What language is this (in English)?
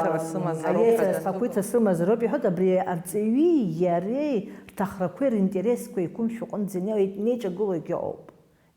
Abkhazian